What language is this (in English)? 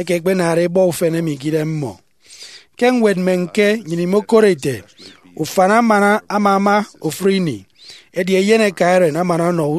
Efik